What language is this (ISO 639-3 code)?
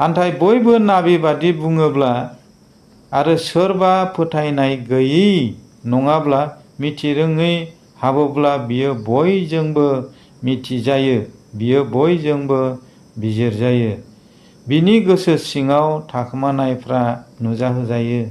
brx